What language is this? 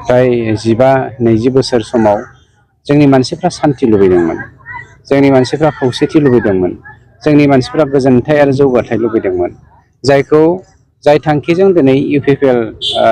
Bodo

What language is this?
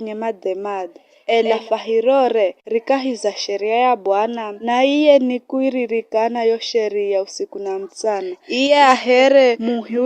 Giryama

